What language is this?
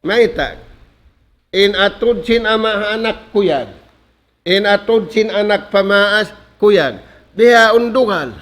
Tausug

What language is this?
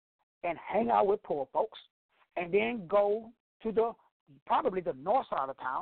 English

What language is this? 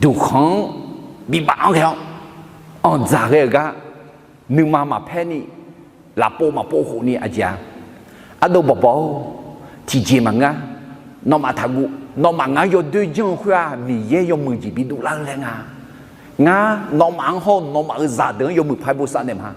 Akha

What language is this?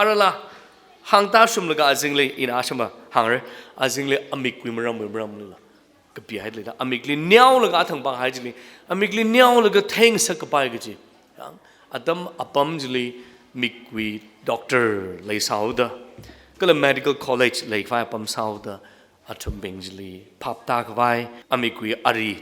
Tangkhul Naga (India)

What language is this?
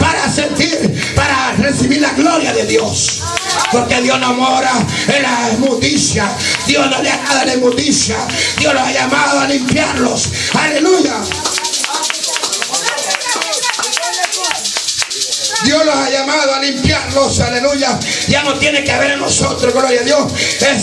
Spanish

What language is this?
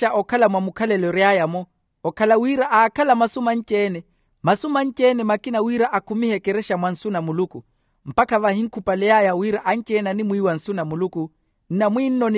Makhuwa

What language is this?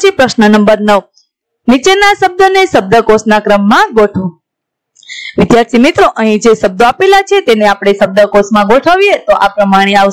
Gujarati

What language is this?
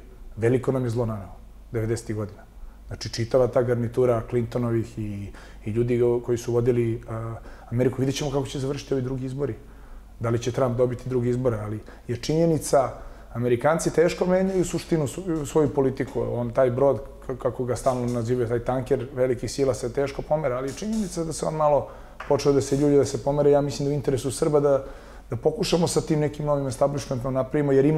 Serbian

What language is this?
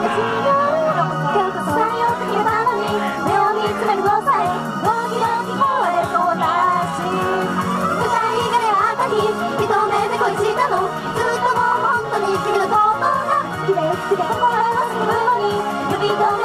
Japanese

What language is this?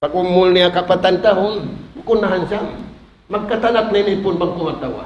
Tausug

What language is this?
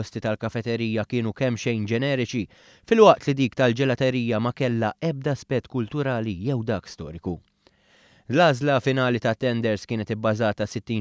Maltese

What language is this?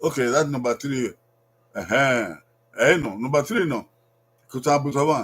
Bini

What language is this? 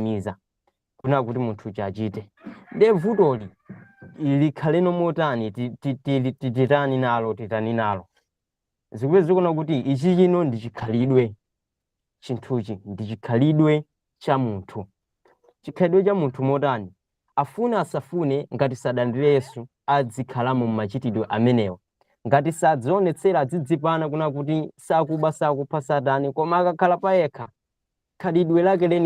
Nyanja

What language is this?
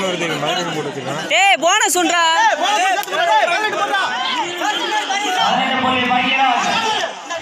Tamil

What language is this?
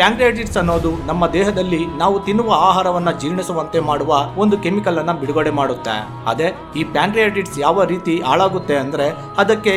Kannada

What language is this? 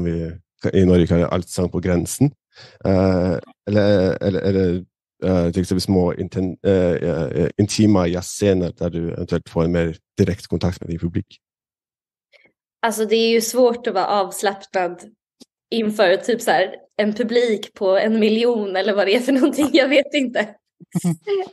Swedish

